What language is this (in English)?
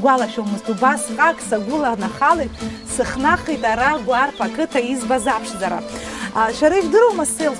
Abkhazian